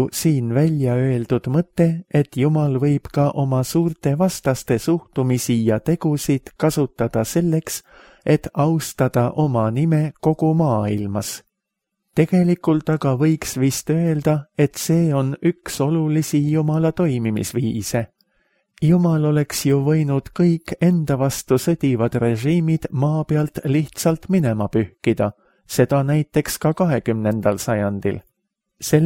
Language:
Estonian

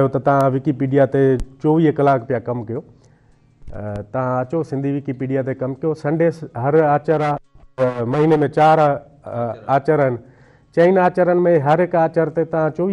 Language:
Sindhi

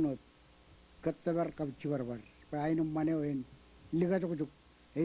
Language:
Marshallese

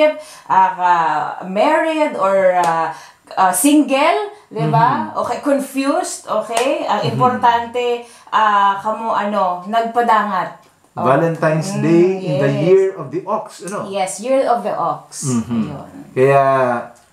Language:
Bikol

